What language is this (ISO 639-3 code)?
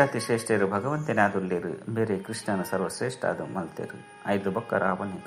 tcy